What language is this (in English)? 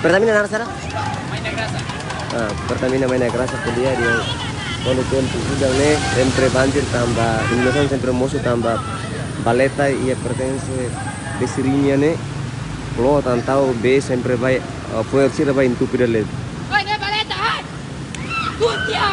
Tetum